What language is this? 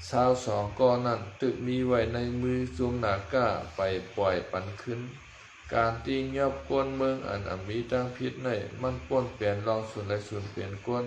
Shan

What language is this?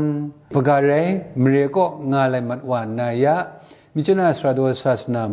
Kachin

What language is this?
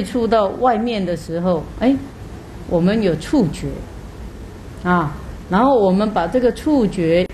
Chinese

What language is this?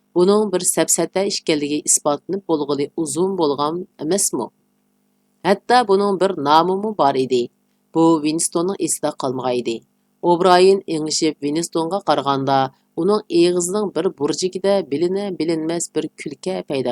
Uyghur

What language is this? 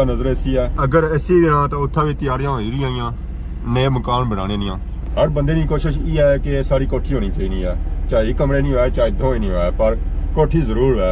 Pahari-Potwari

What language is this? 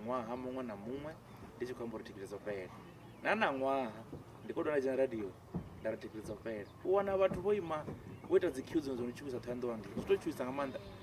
Venda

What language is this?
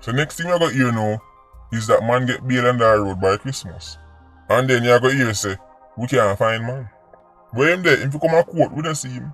Jamaican Creole English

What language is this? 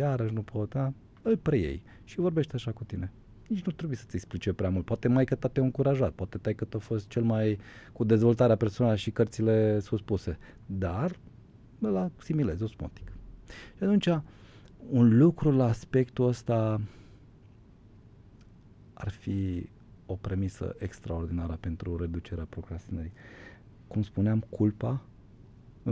Romanian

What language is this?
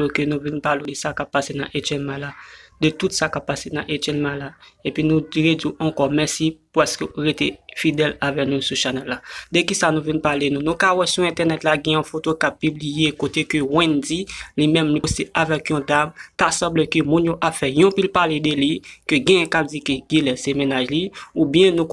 Haitian Creole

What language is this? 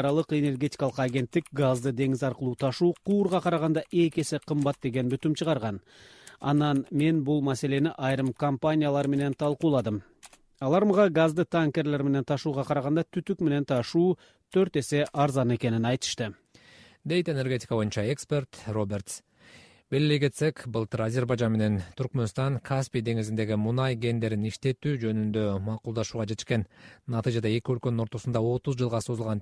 Kyrgyz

